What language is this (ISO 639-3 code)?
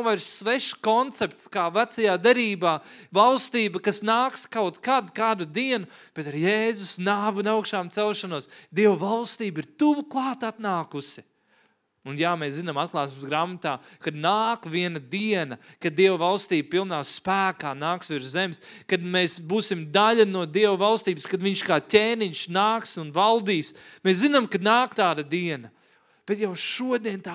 lav